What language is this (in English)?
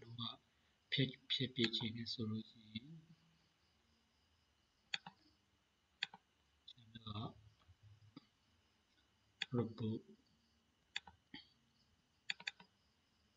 Burmese